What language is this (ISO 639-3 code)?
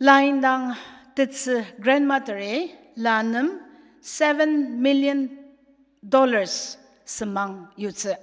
njo